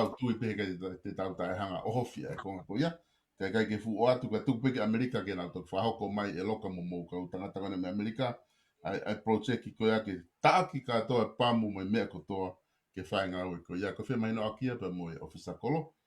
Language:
Tongan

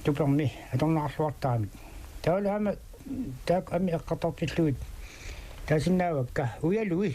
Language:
Kalaallisut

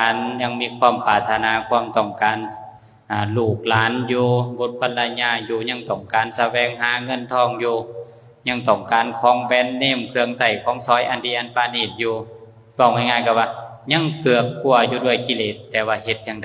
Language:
Lao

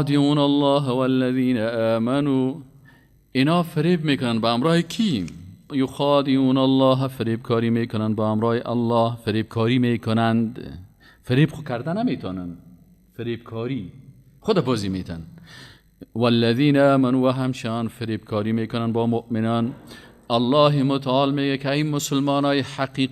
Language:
Persian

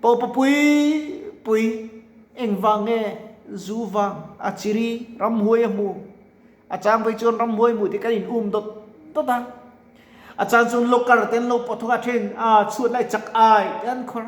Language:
Mizo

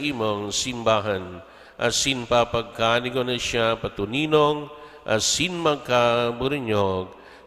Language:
Bikol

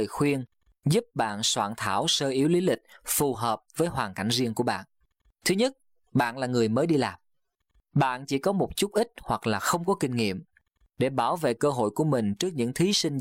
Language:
Vietnamese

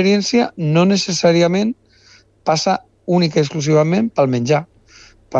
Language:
Catalan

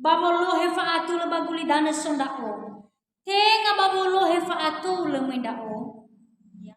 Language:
Nias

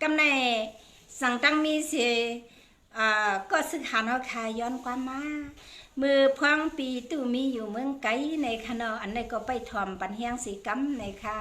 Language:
Shan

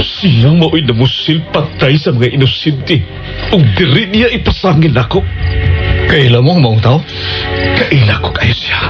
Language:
Cebuano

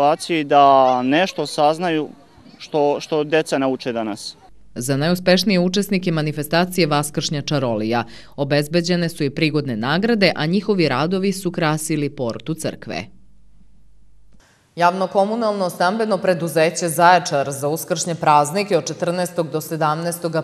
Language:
Serbian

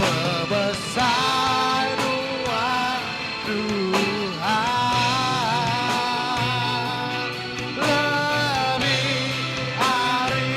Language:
Iban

